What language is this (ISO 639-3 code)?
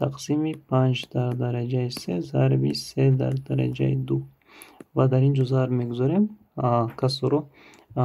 tgk